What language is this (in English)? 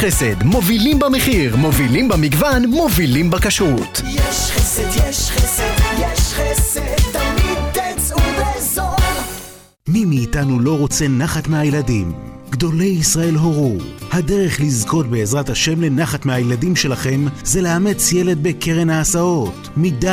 Hebrew